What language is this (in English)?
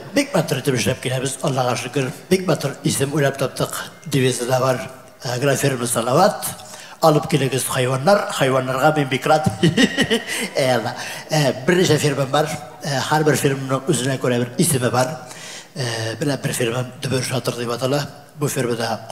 Tatar